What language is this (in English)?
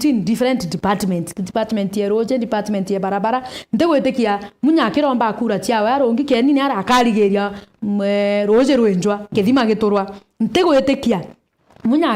Meru